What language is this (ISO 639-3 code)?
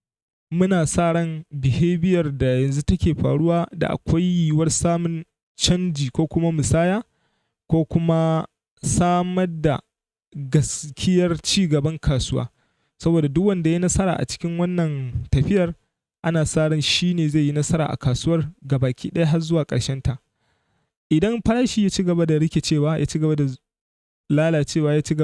hau